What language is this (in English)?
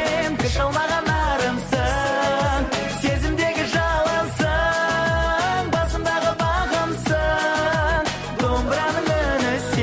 Kazakh